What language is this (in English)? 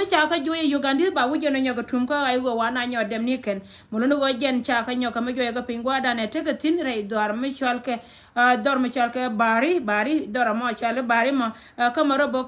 Nuer